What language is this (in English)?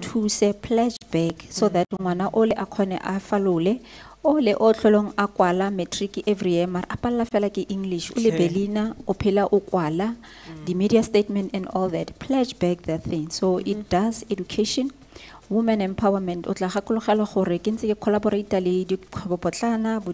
Tswana